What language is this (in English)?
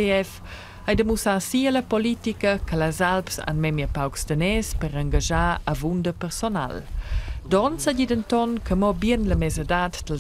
Romansh